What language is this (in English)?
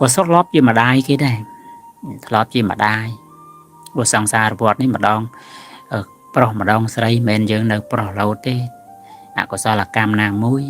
Khmer